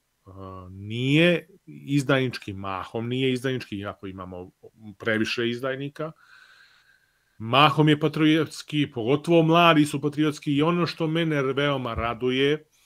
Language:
Serbian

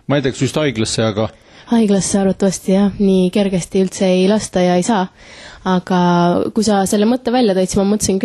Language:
Estonian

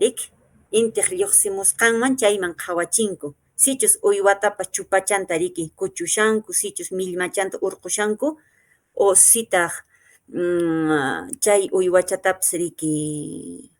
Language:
Quechua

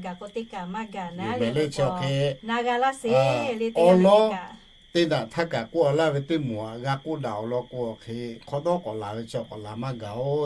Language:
Lahu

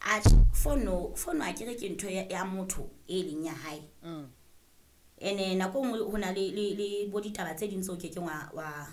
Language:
Southern Sotho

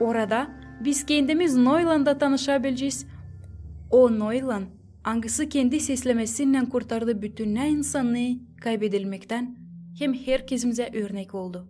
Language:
Gagauz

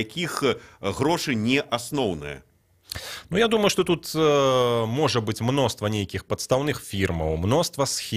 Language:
Belarusian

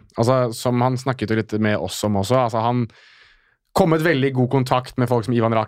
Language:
Norwegian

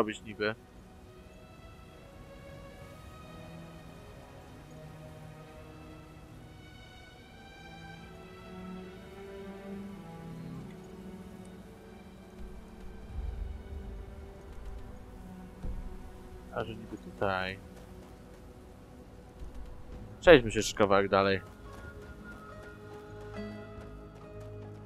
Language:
Polish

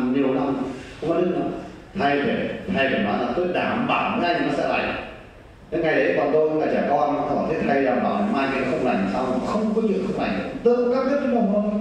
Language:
Vietnamese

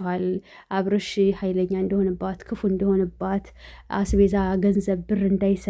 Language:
Amharic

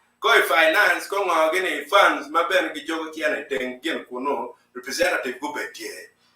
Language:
Acoli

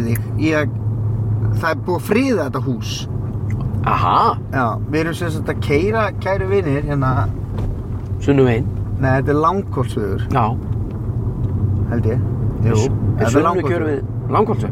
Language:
Icelandic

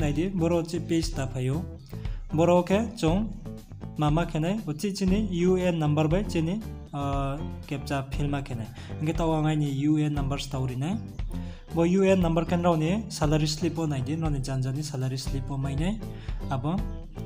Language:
Riang (India)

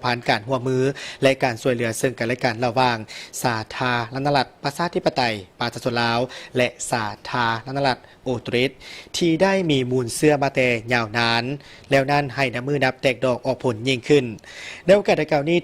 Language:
Lao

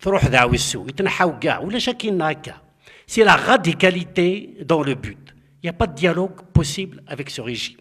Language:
Kabyle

